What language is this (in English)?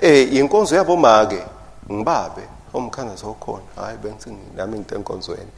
Swati